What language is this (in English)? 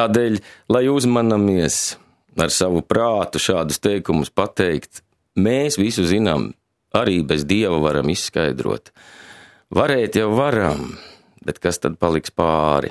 Latvian